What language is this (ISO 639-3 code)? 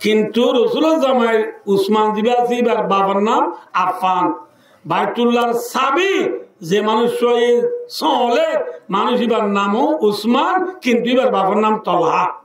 rhg